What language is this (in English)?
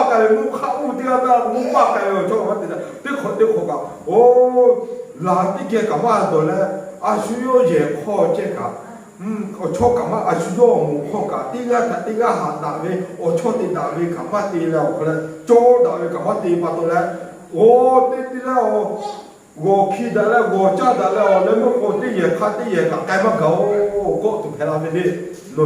Lahu